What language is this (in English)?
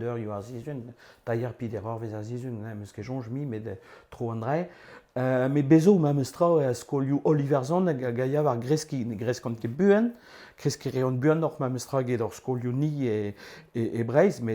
Breton